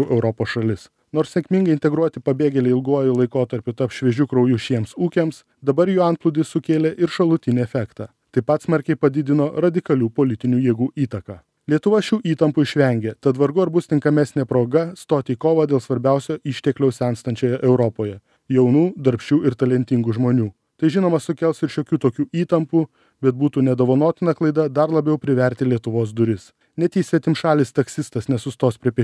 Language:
Lithuanian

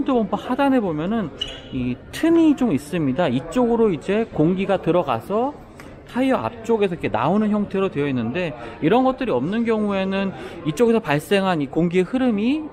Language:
Korean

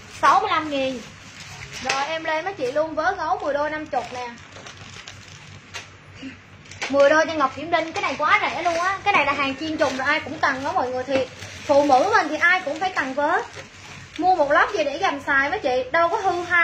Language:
Vietnamese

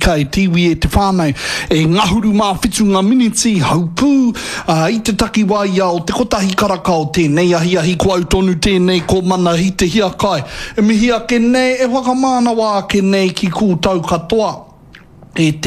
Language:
Māori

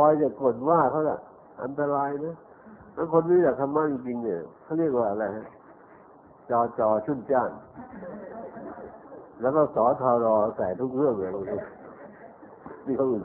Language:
Thai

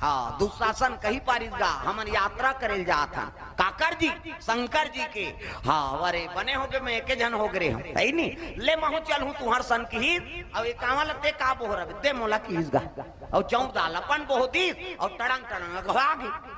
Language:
Chhattisgarhi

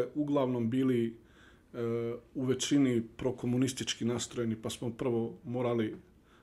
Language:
Bosnian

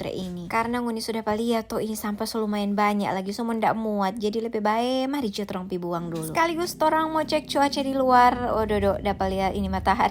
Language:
Manado Malay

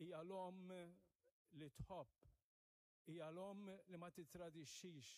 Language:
Maltese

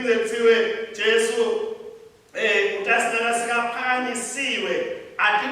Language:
Swati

